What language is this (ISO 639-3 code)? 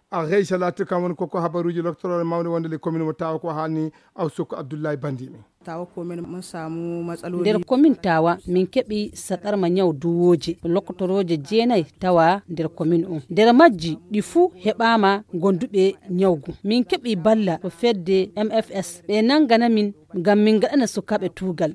ful